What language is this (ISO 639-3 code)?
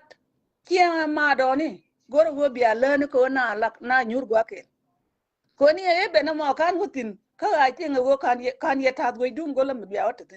nus